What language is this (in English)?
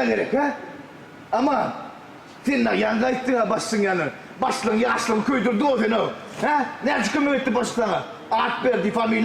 Turkmen